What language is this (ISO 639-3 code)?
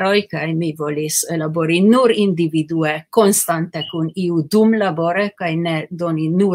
epo